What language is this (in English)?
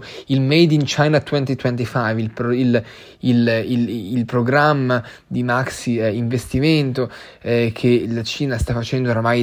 Italian